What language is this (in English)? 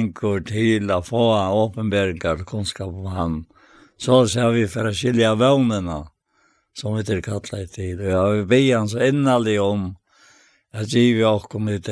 Faroese